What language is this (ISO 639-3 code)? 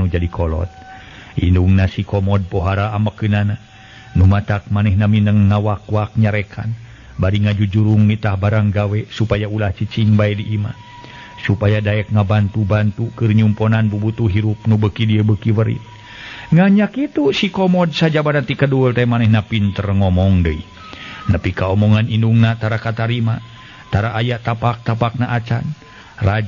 sun